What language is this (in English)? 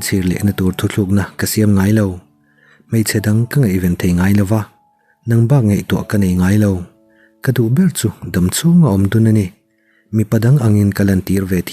Mizo